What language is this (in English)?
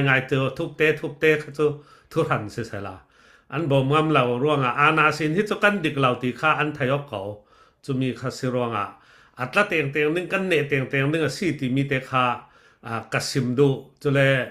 Falam Chin